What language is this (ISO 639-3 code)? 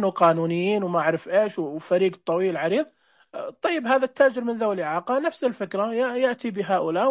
ars